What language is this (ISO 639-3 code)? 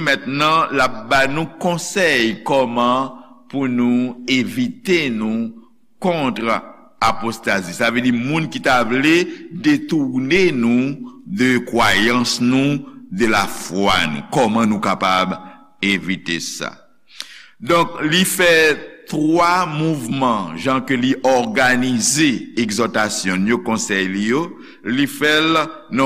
hat